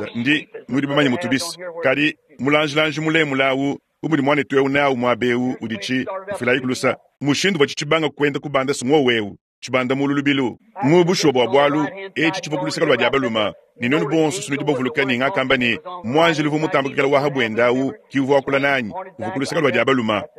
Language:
Luba-Lulua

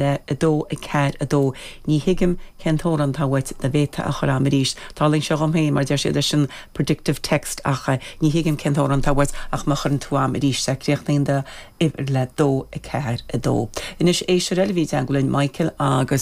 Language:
Irish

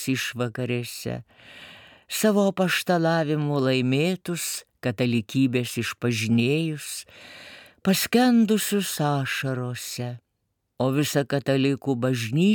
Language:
Lithuanian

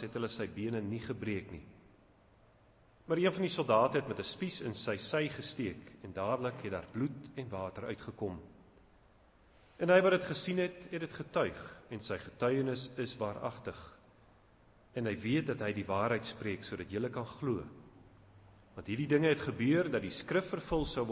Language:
Afrikaans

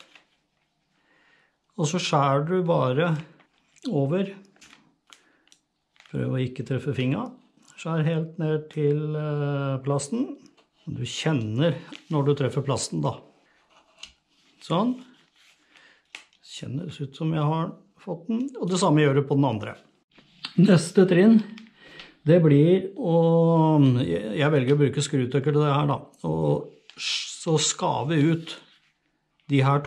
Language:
Norwegian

